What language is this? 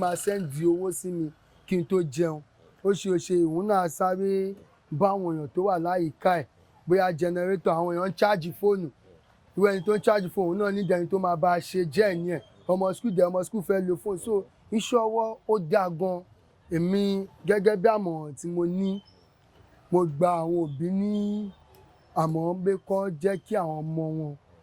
Yoruba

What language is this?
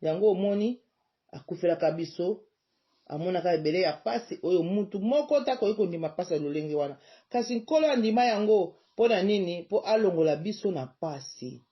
Lingala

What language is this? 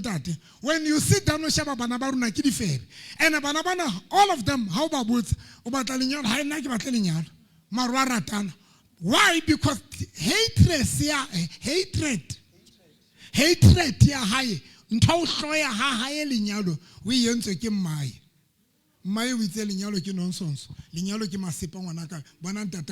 Southern Sotho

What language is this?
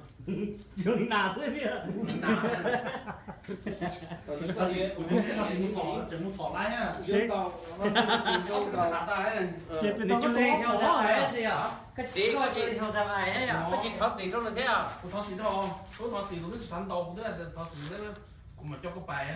Vietnamese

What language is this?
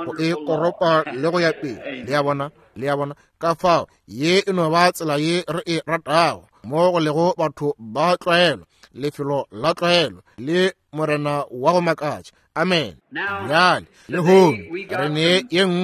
Northern Sotho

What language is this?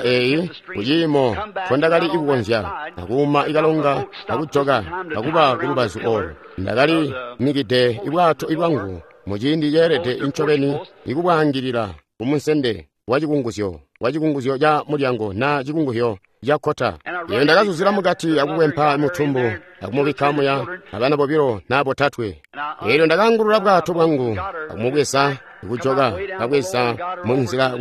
Tonga (Zambia)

